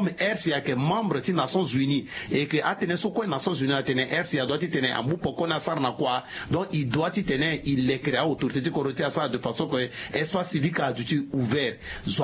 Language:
Sango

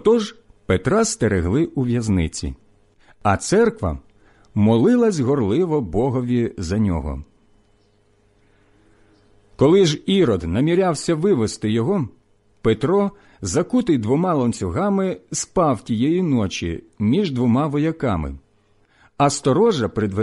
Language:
Ukrainian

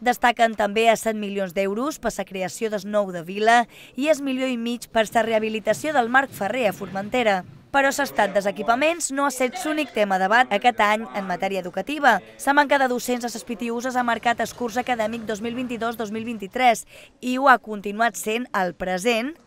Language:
Catalan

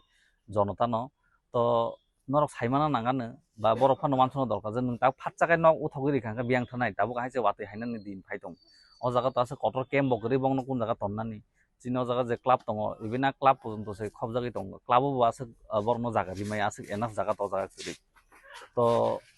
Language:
Kok Borok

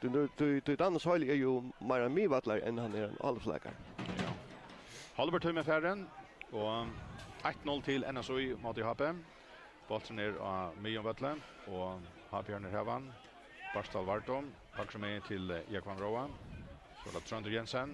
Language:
Faroese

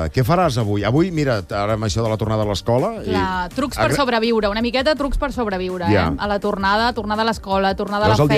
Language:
Catalan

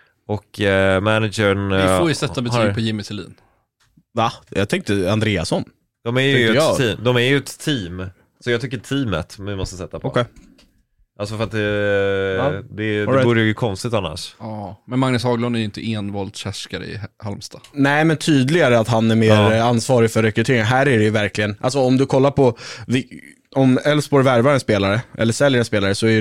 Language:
Swedish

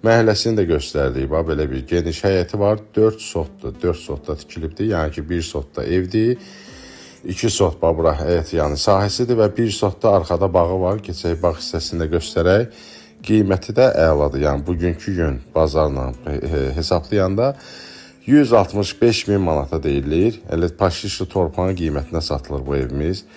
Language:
Azerbaijani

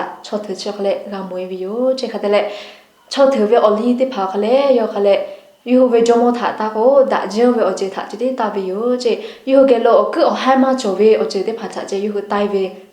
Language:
Lahu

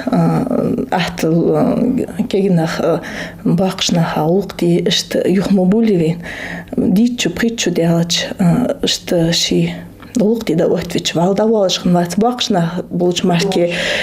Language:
Ingush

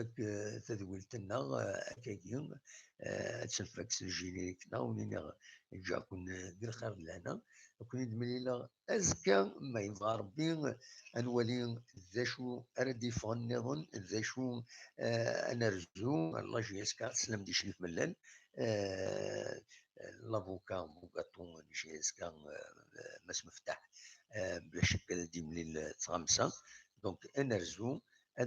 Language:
Kabyle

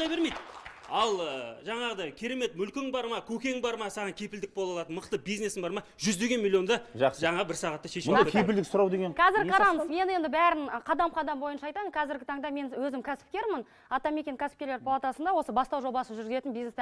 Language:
Kazakh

